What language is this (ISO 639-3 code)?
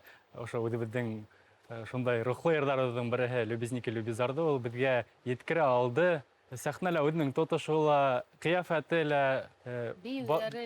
bak